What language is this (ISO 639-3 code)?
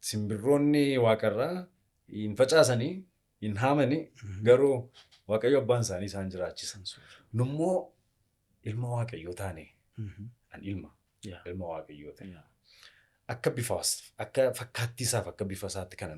orm